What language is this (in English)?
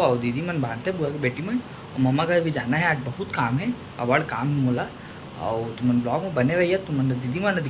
Chhattisgarhi